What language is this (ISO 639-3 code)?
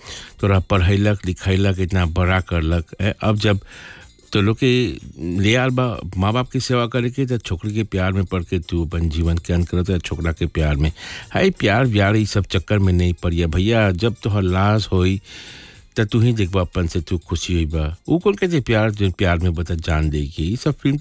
bho